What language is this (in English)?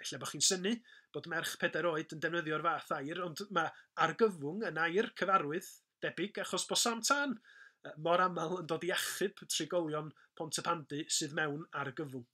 Welsh